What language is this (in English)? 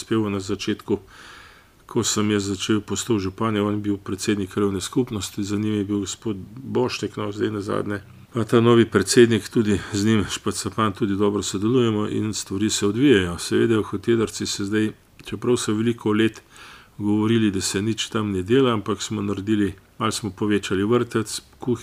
Slovenian